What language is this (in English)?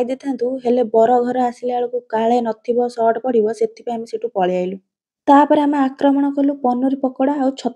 Odia